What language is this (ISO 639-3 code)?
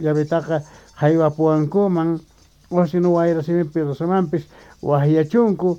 quh